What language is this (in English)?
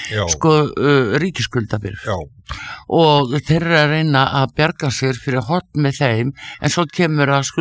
Icelandic